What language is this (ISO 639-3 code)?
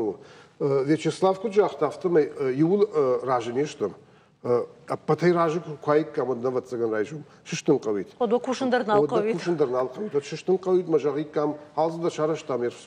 oss